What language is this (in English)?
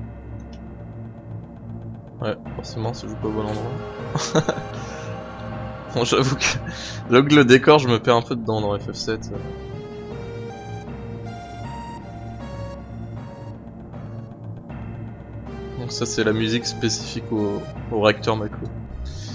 French